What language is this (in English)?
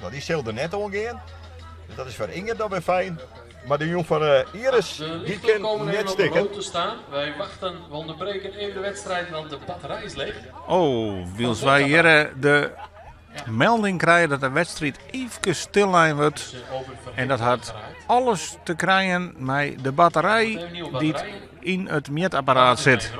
Western Frisian